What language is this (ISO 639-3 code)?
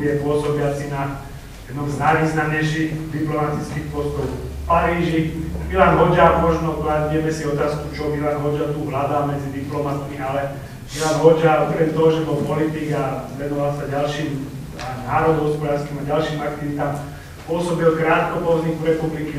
slk